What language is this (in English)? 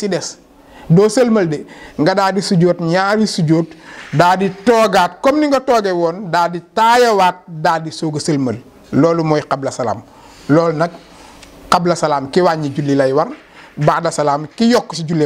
Wolof